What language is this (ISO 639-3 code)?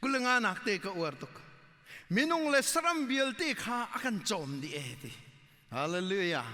cnh